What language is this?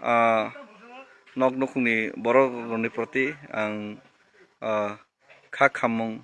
Kok Borok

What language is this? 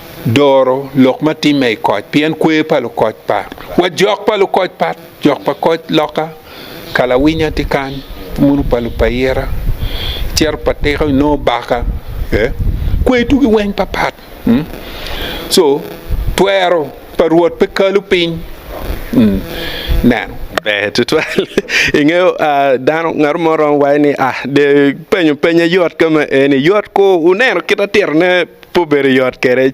Acoli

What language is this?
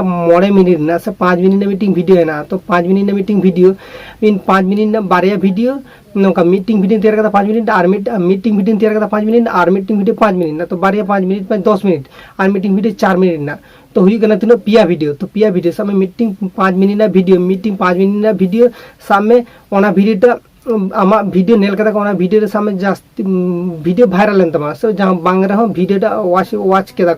Santali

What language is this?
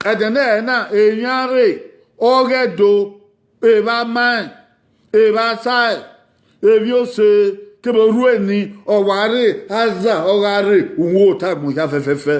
Bini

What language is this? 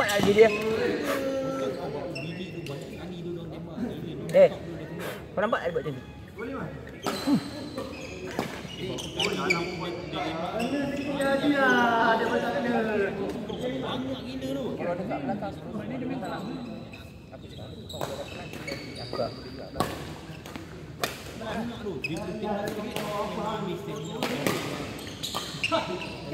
Malay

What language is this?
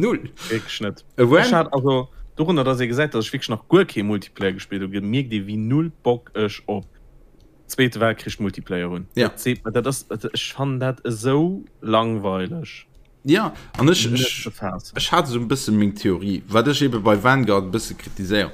Luxembourgish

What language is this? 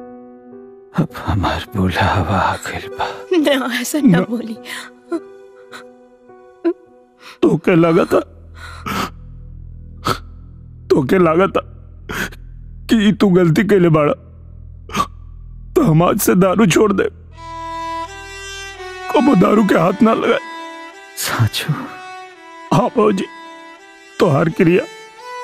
Bhojpuri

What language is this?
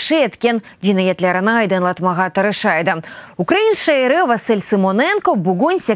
Crimean Tatar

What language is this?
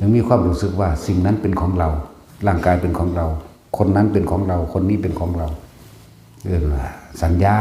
Northeastern Thai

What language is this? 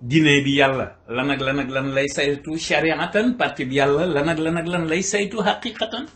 Wolof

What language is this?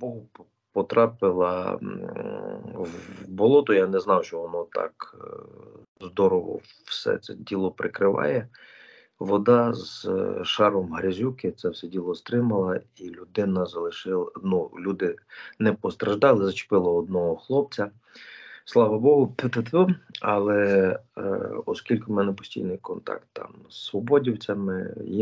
Ukrainian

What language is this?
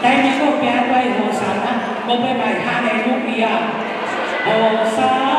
Tongan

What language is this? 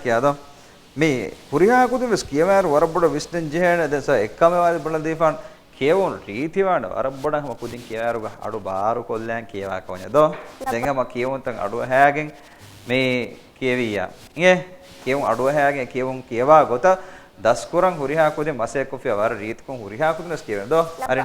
Divehi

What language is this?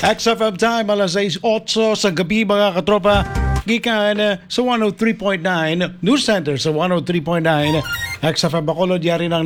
Hiligaynon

